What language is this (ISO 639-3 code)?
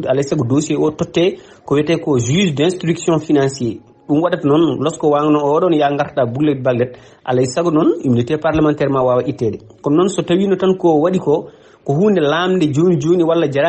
ful